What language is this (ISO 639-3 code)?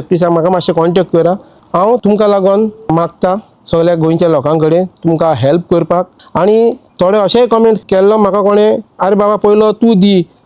kok